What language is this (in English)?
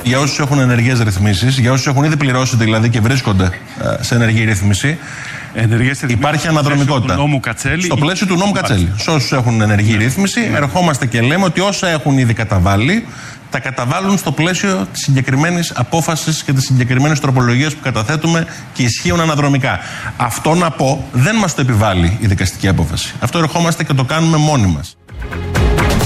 Greek